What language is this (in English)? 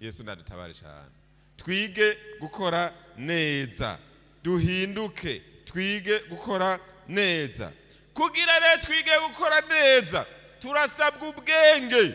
Rundi